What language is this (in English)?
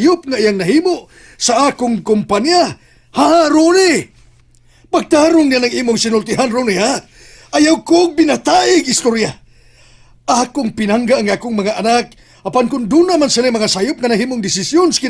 Cebuano